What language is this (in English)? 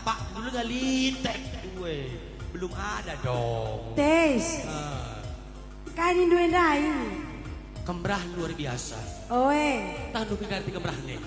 Batak Karo